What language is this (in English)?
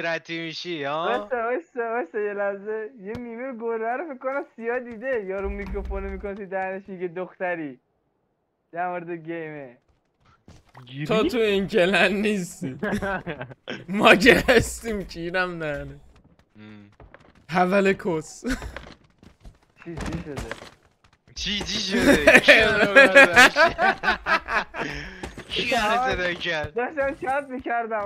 Persian